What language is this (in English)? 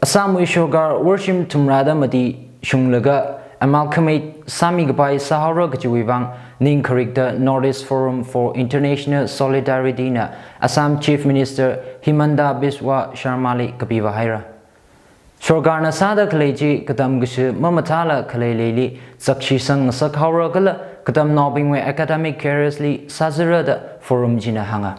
Tangkhul Naga (India)